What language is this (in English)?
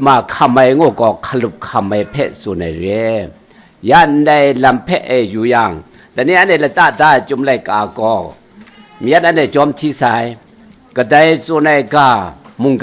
Kachin